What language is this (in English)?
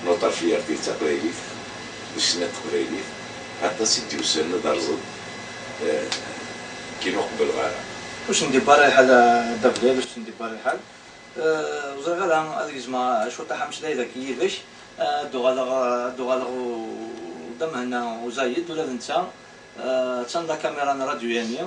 Kabyle